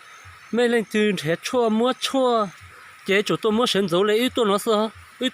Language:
Hmong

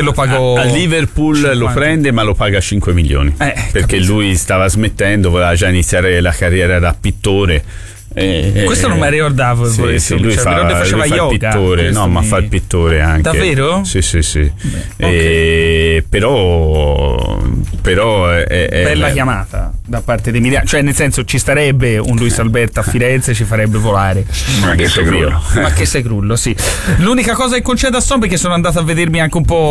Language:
Italian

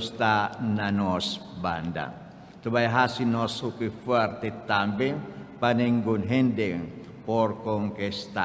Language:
Papiamento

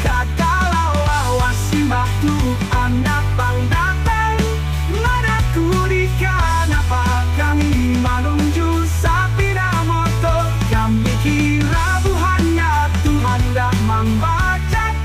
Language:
Banjar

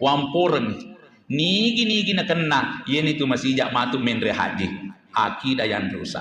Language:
Buginese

